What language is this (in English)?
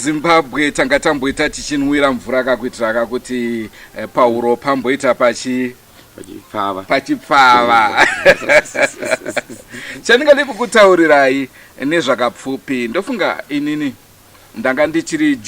Shona